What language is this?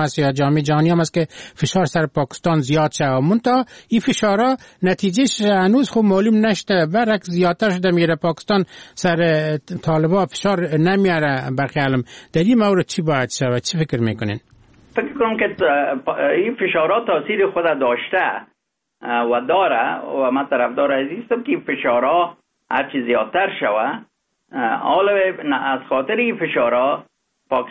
Persian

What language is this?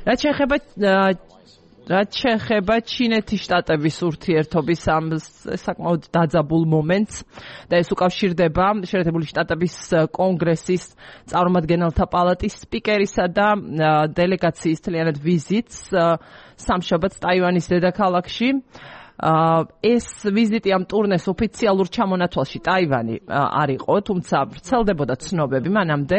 Georgian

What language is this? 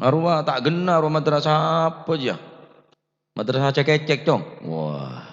Madurese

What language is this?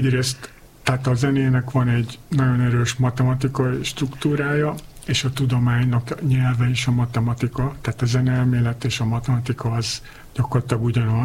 Hungarian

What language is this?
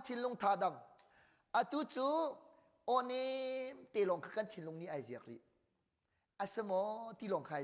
Hakha Chin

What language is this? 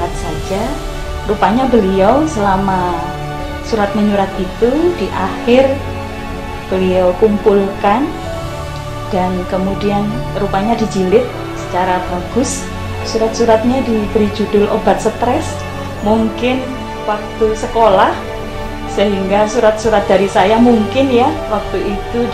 Indonesian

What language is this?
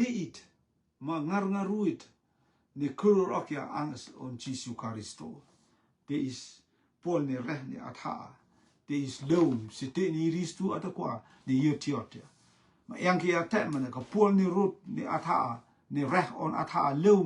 Rotuman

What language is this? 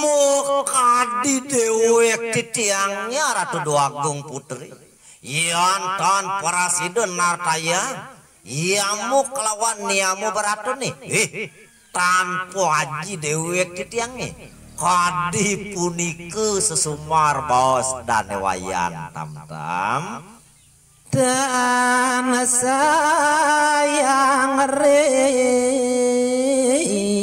Balinese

